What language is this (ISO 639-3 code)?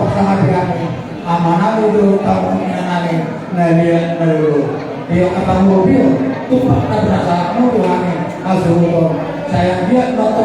bbc